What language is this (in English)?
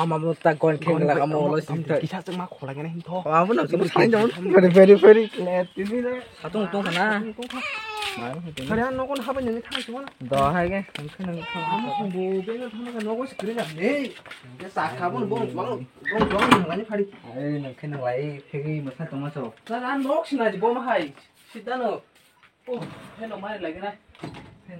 Kok Borok